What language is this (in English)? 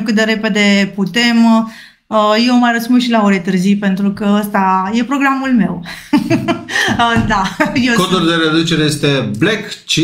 Romanian